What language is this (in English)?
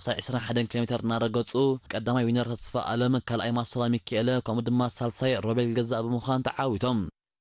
Tigrinya